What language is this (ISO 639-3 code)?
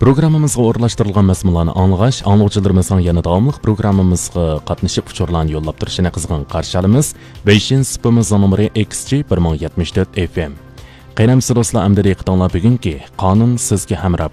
uig